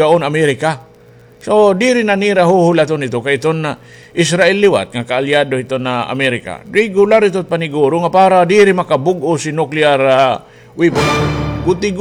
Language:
Waray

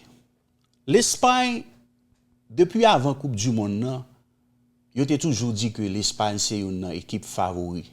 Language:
Haitian Creole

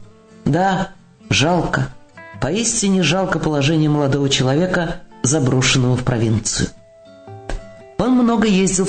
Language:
Russian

